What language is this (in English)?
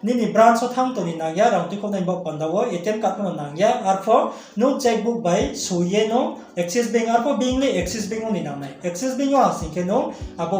Riang (India)